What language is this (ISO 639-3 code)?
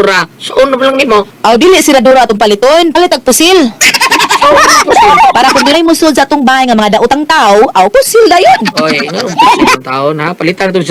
ceb